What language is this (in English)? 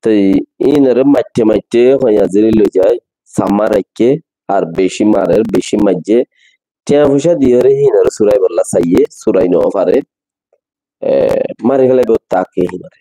Rohingya